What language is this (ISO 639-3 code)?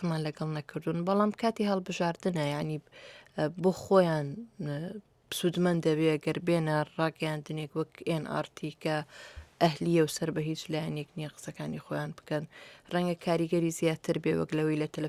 ckb